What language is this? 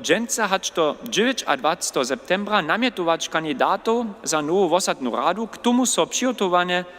Upper Sorbian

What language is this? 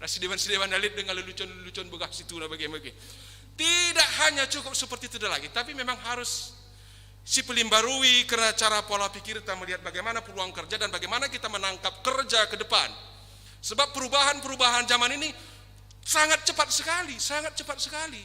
Batak Karo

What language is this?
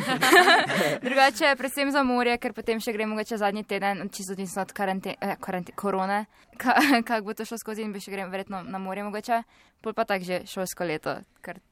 Slovenian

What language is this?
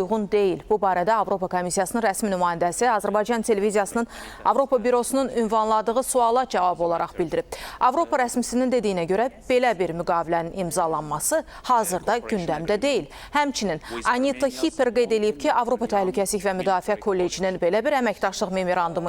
Azerbaijani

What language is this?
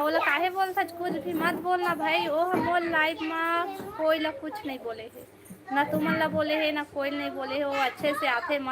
Chhattisgarhi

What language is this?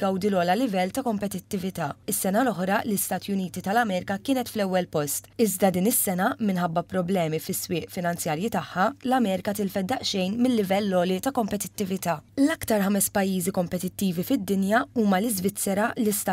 Maltese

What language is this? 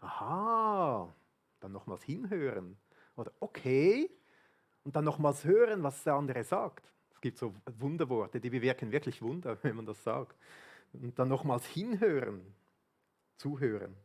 Swiss German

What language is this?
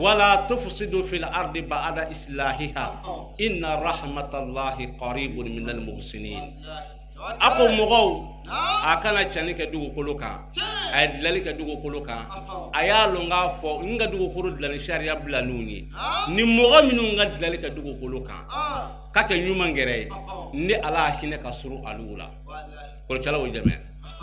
Bambara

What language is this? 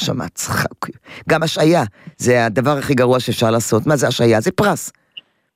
Hebrew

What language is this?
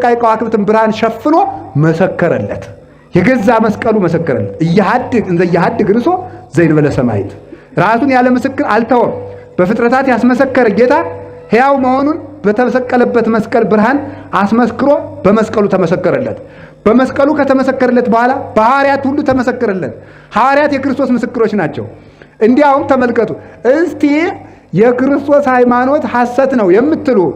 Amharic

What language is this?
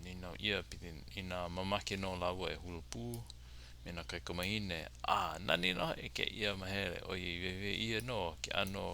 Hawaiian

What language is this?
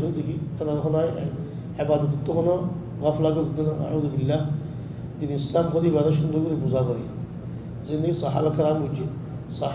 Rohingya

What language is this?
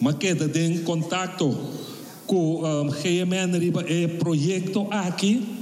Papiamento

